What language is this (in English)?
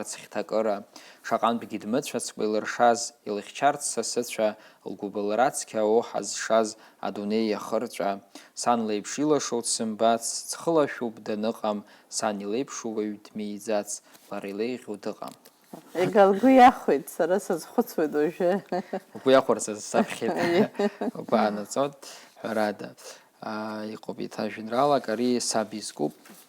Abkhazian